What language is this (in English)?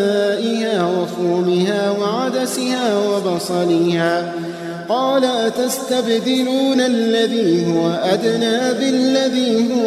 Arabic